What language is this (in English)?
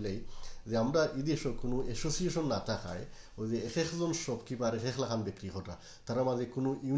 Sylheti